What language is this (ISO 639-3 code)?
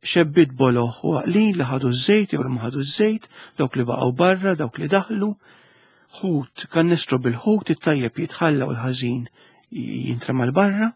mlt